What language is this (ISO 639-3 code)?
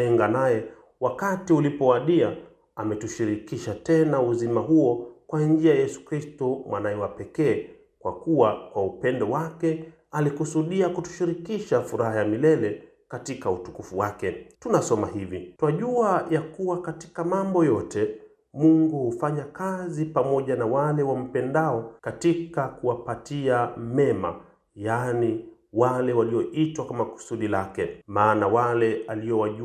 swa